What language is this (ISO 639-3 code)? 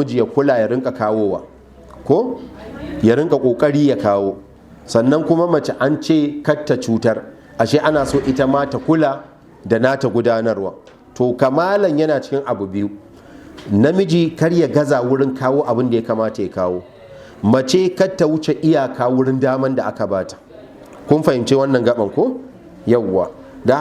hau